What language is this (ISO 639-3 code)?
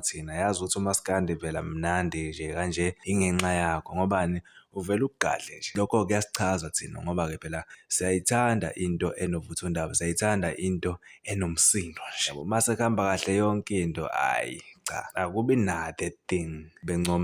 zul